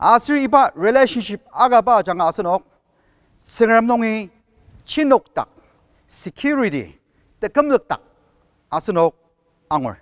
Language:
Ao Naga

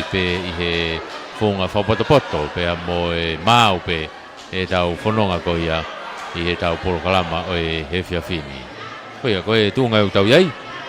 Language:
Tongan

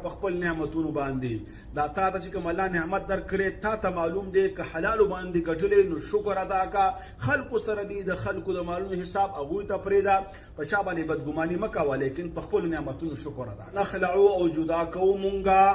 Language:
Pashto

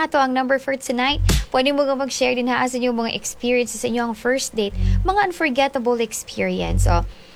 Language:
Cebuano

